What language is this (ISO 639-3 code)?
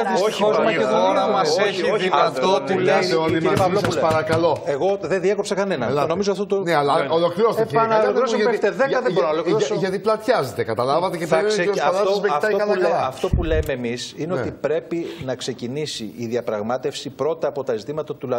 ell